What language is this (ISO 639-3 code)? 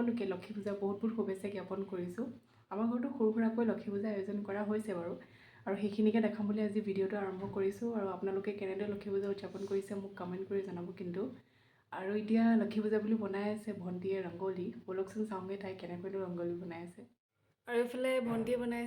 asm